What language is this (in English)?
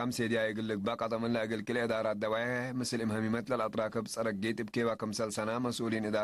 Tigre